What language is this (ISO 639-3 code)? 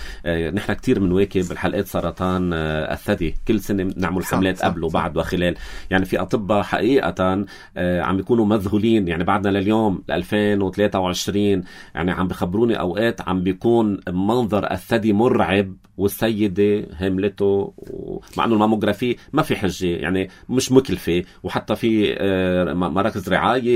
apc